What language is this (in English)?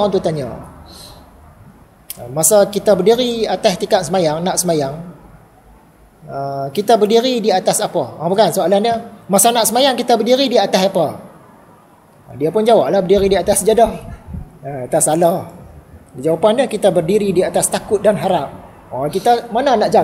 Malay